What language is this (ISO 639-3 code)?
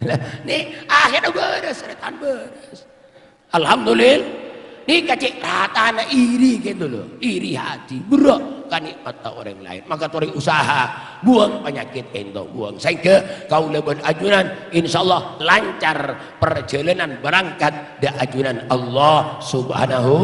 mad